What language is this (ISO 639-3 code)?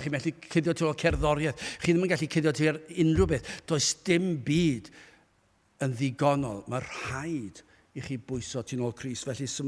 cym